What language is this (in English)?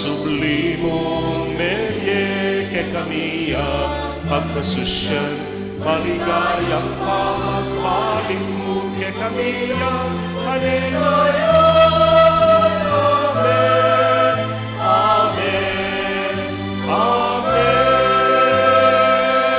Pampanga